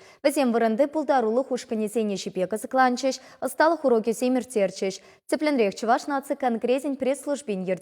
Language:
Chuvash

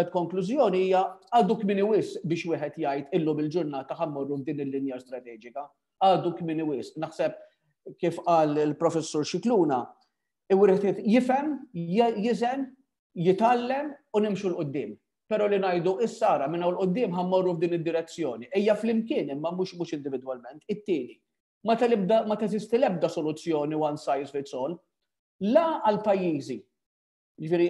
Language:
Maltese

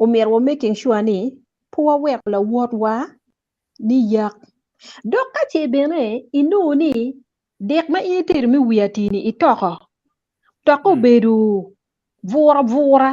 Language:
Acoli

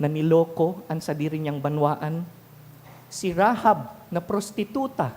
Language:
Bikol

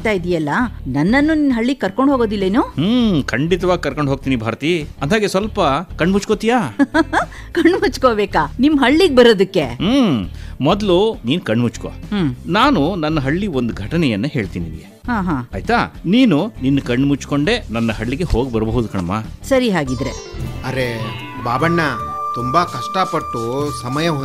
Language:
Kannada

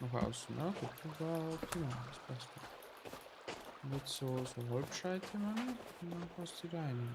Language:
Bavarian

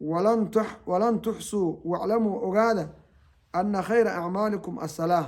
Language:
Somali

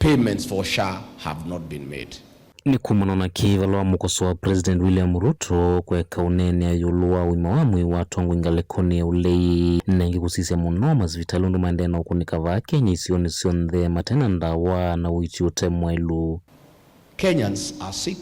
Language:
Kamba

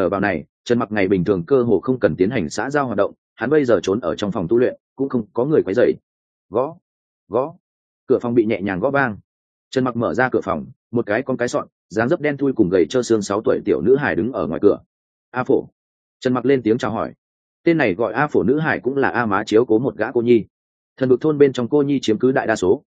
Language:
Vietnamese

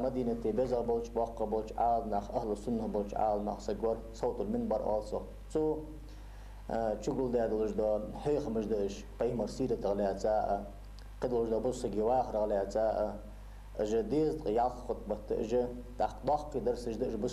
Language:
Ingush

